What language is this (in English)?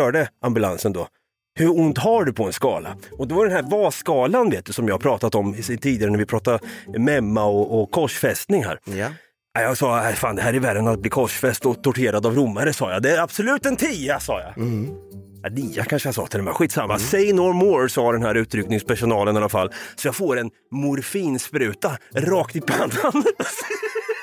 Swedish